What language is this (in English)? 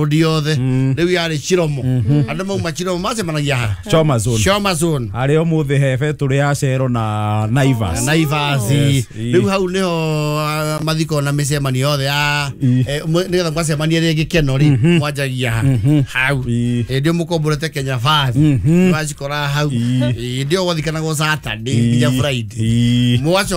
Kikuyu